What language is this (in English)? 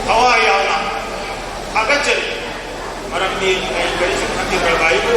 Manipuri